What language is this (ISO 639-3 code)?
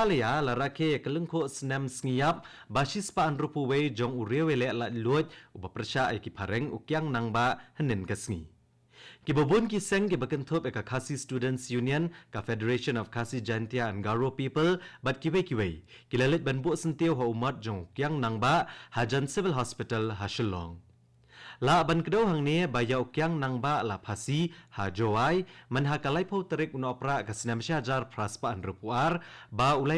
kha